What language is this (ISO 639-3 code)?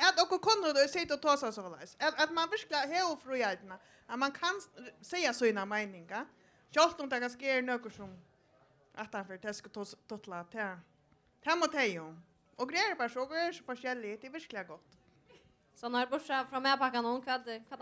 fao